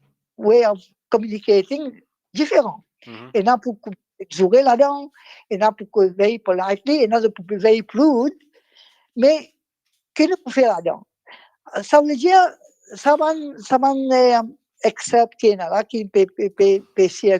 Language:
Morisyen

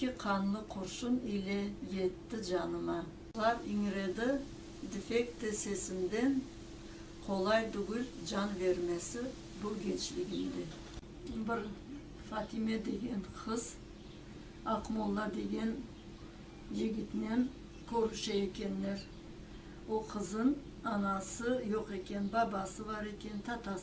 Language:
Crimean Tatar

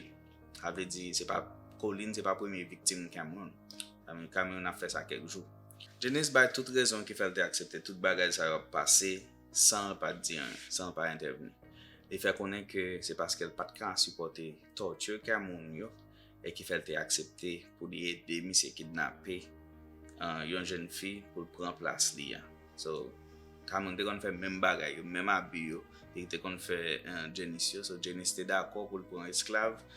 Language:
Haitian Creole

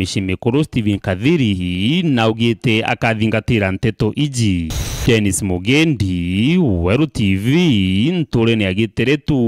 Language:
Meru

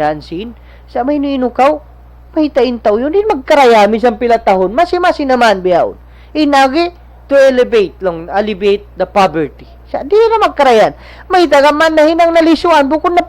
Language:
Tausug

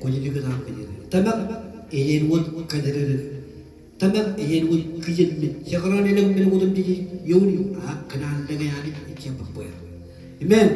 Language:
Marshallese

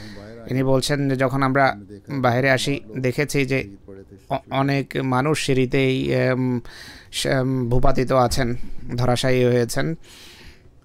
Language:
Bangla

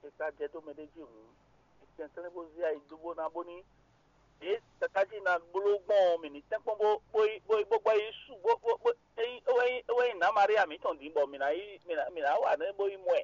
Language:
Fon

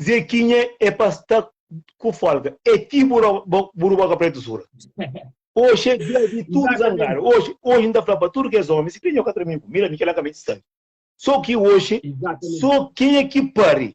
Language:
Kabuverdianu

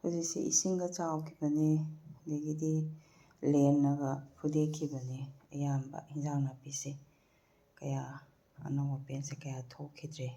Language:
Manipuri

